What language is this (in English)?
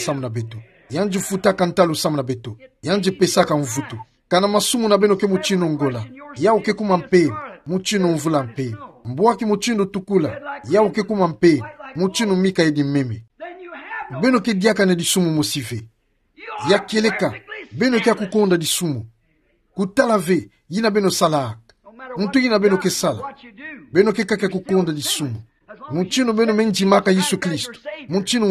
Kituba (Democratic Republic of Congo)